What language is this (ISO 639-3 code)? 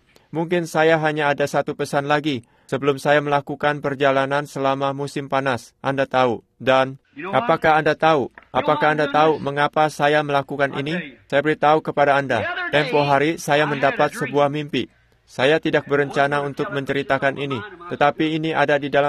ind